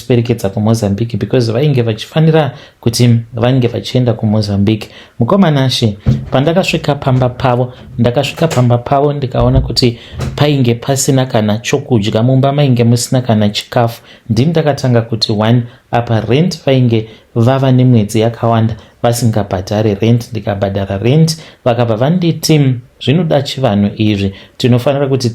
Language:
Shona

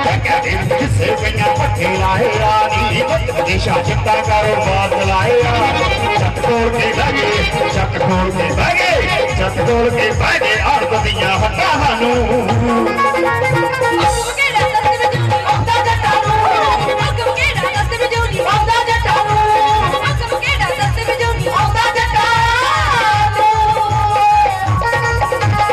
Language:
Punjabi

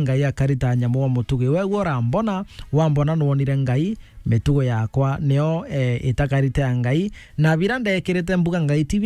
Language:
Meru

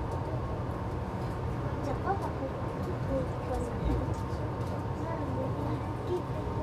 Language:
Japanese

